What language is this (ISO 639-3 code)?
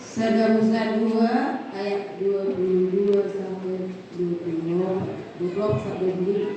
bbc